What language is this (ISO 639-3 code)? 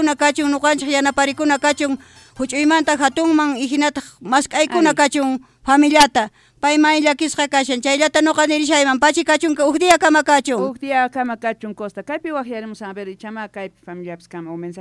quh